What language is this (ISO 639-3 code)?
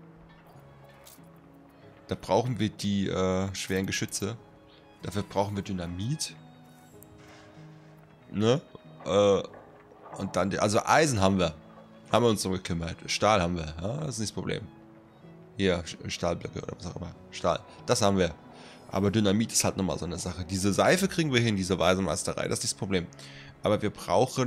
deu